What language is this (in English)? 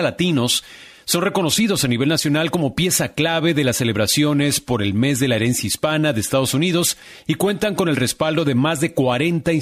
Spanish